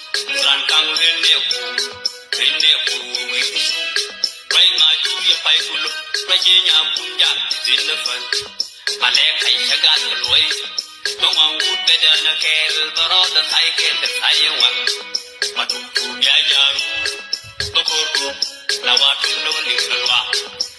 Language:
Nuer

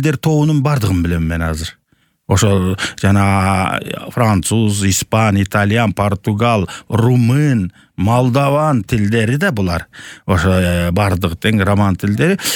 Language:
Kyrgyz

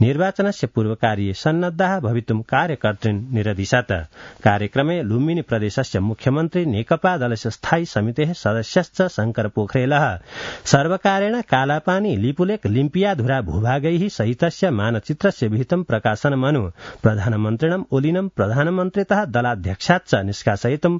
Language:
Sanskrit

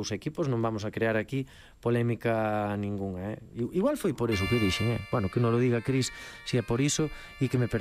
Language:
Galician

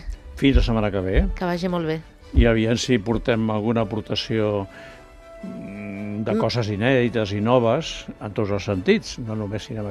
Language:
Catalan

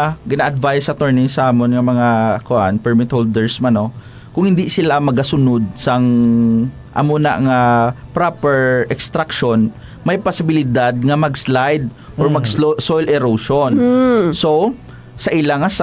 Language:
Hiligaynon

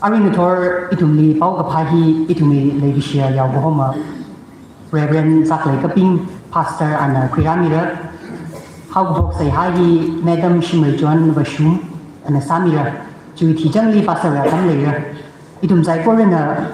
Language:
Tangkhul Naga (India)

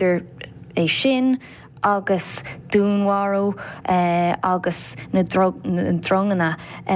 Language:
Irish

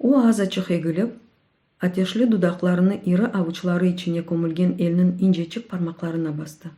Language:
Crimean Tatar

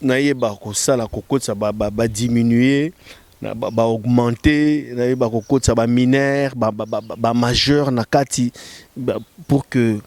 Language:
Lingala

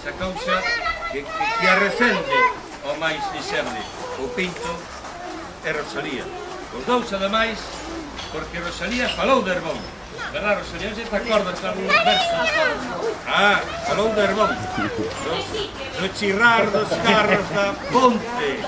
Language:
Galician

